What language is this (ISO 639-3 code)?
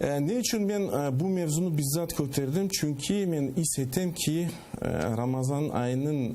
crh